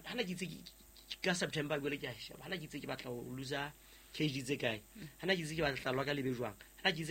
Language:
Southern Sotho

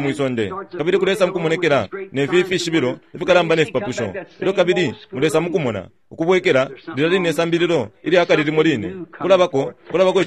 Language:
Bemba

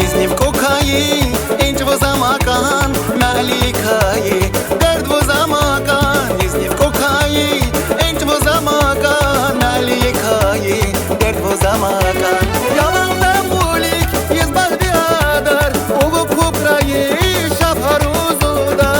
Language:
Tabassaran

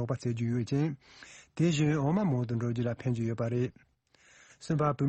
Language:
Tibetan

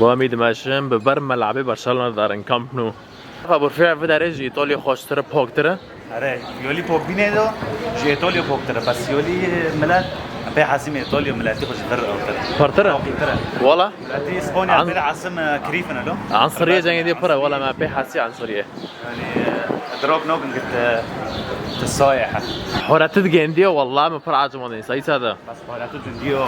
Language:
Kurdish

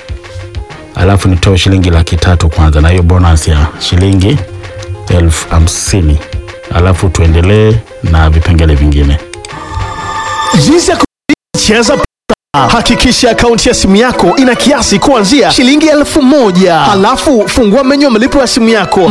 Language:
Swahili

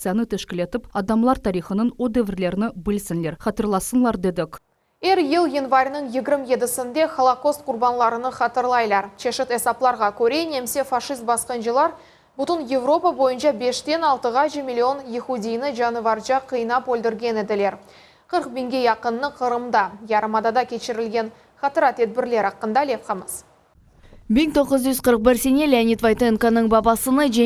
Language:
Crimean Tatar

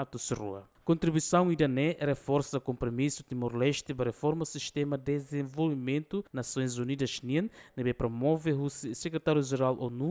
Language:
Tetum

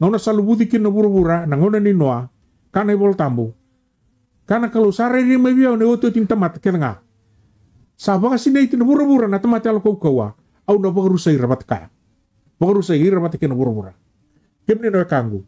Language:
Fijian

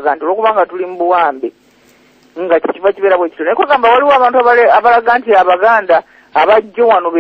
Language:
Ganda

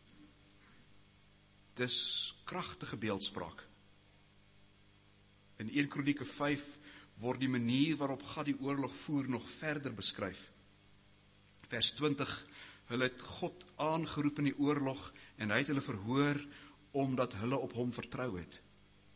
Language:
Afrikaans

